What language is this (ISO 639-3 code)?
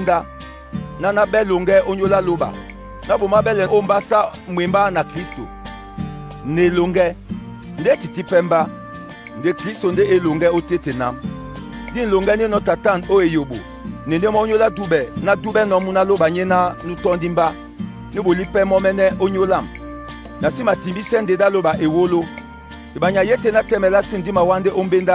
dua